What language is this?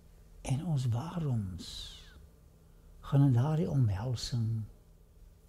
Afrikaans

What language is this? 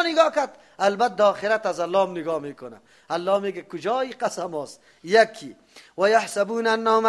Persian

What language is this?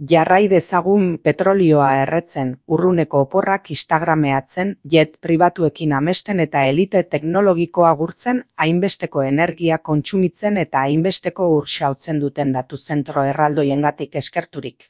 Basque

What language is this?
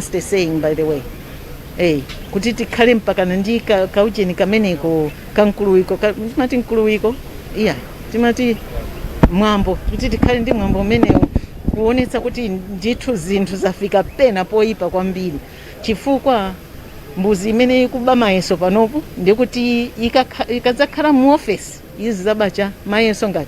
Nyanja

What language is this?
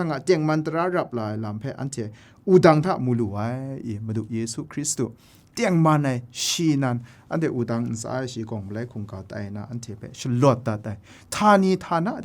Kachin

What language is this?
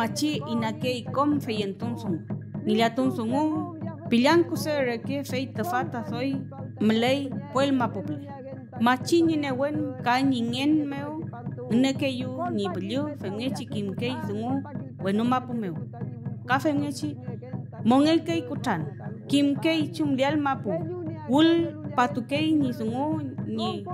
Mapuche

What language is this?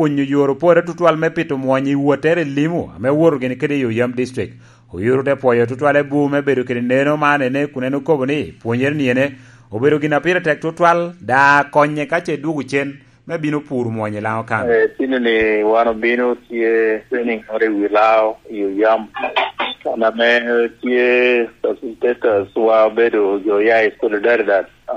Lango (Uganda)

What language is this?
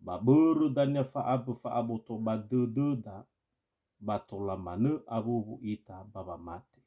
Nias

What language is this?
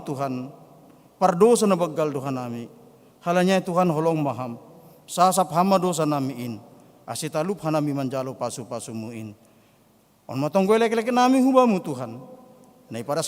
Batak Simalungun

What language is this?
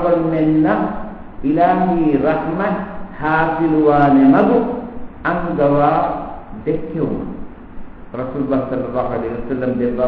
Divehi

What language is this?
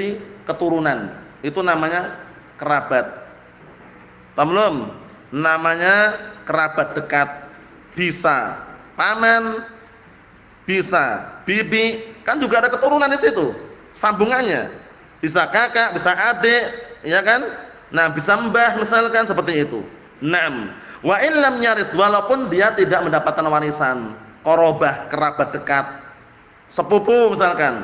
Indonesian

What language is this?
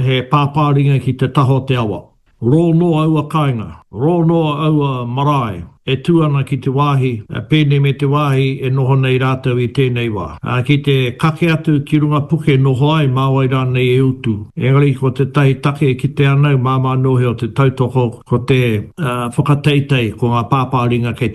Māori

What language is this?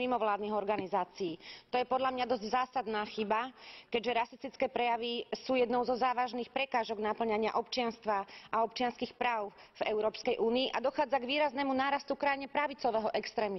Slovak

